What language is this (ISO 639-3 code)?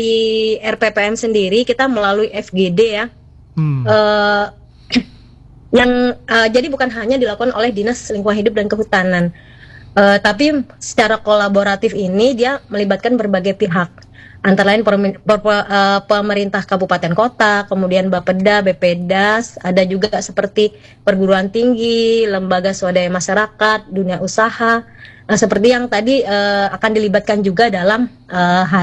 ind